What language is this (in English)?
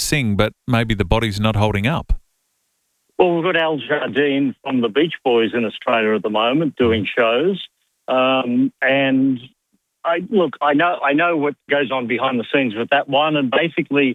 English